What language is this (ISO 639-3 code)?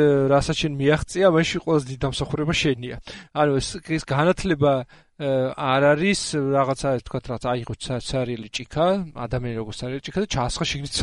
kat